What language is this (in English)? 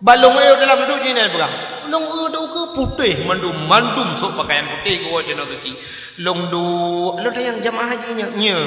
Achinese